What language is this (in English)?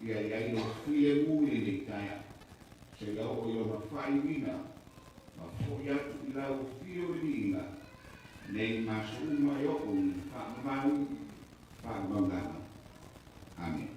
Samoan